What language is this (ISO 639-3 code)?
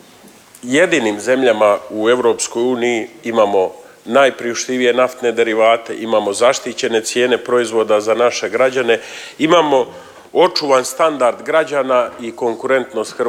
hrv